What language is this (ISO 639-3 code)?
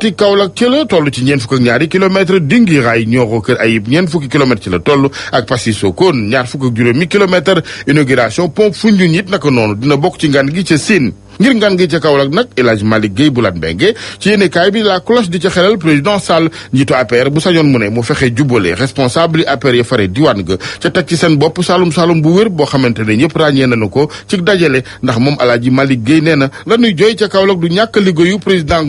wol